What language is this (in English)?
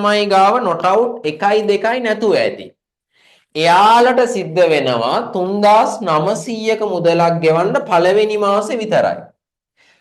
Sinhala